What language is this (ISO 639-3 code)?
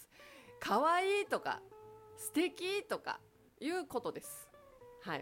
jpn